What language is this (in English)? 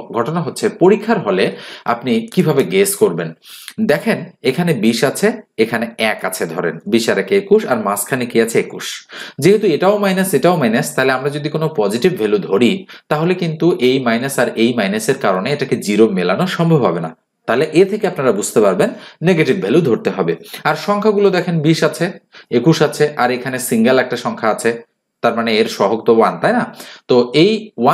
Bangla